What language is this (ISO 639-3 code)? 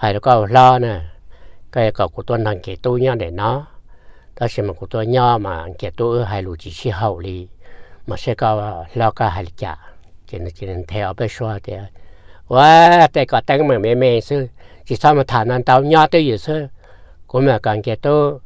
hmn